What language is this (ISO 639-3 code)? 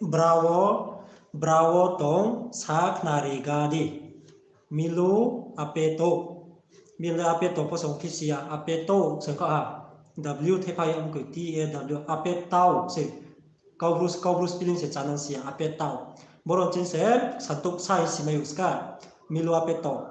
ria